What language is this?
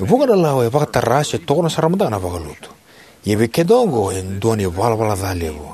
Fijian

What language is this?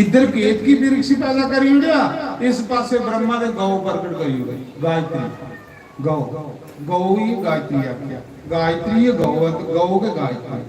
Dogri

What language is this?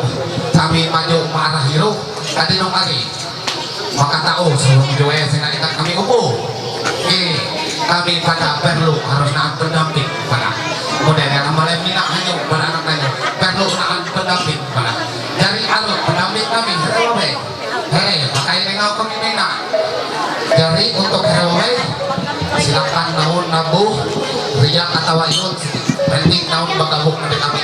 Ma'anyan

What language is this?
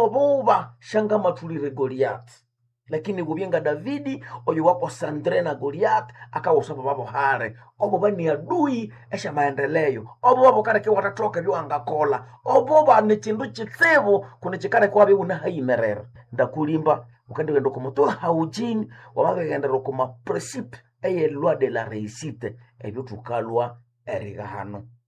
Swahili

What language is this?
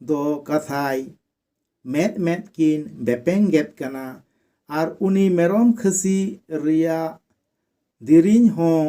Santali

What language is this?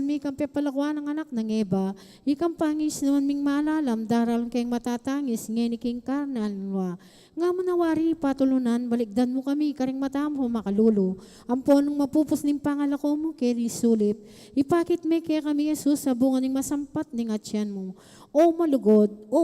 Pampanga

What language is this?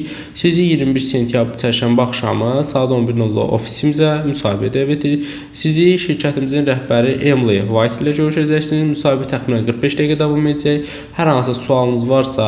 Azerbaijani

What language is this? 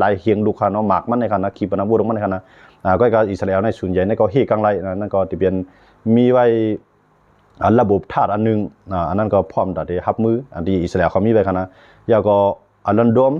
Shan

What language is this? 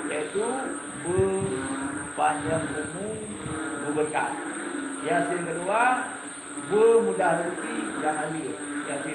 Achinese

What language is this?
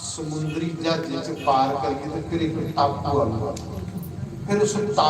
Dogri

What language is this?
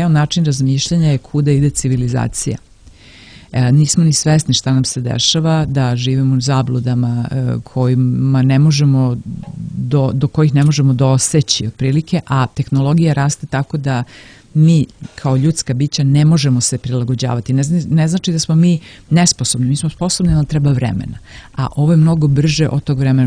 Serbian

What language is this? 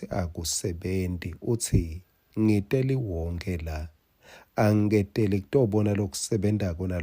Swati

